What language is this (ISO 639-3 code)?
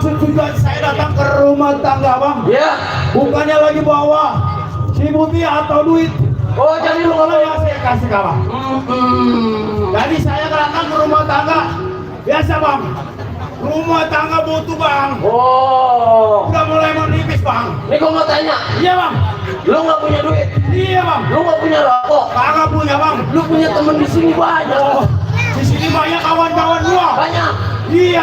bew